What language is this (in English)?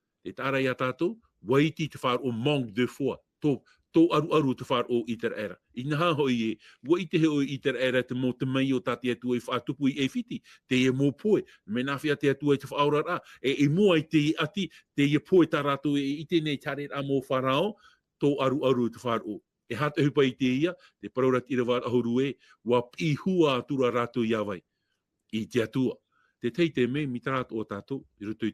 Tahitian